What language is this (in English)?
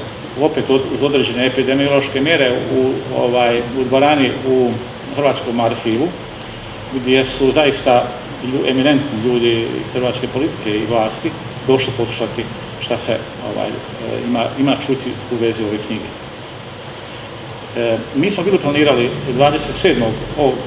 Croatian